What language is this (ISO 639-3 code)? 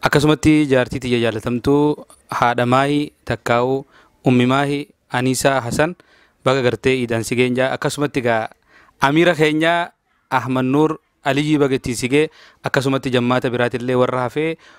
orm